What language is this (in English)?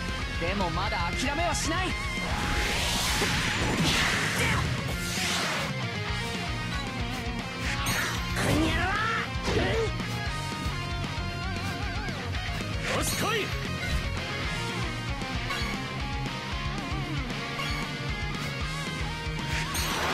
Japanese